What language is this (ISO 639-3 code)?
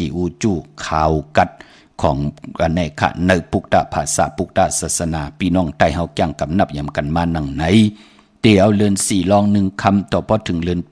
shn